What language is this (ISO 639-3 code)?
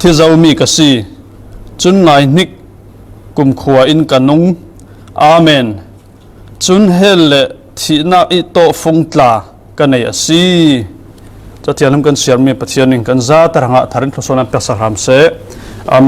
cfm